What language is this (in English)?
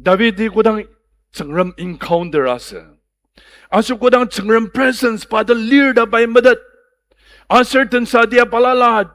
Ao Naga